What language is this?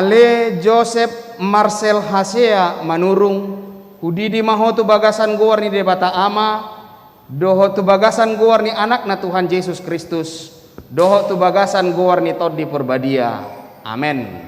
Batak Toba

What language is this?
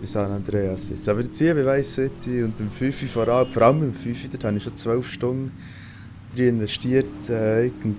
Swiss German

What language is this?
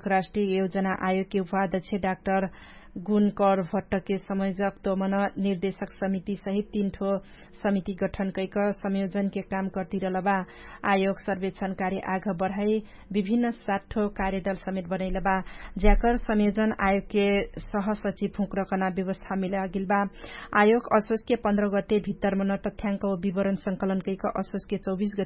Dangaura Tharu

